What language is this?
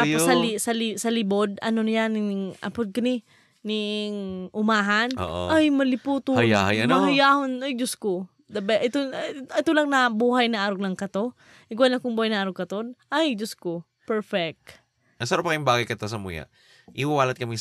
Bikol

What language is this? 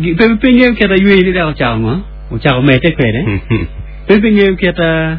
Acoli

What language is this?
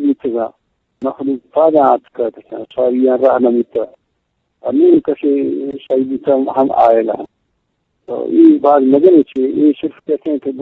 Eastern Balochi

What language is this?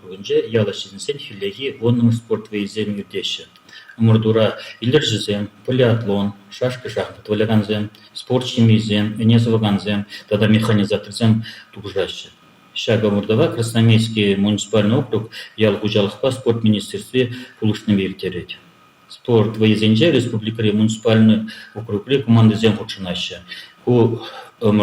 Chuvash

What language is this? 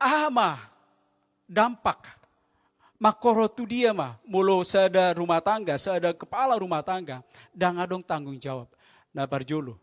Batak Toba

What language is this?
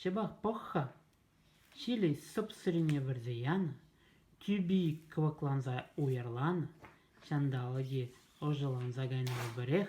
Chuvash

